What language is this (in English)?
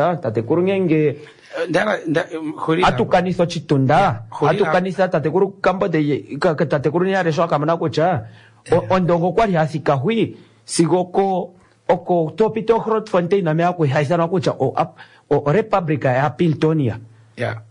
Kuanyama